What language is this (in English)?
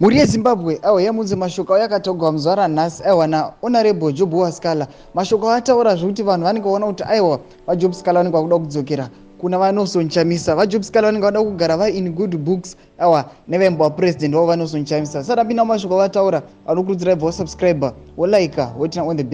Shona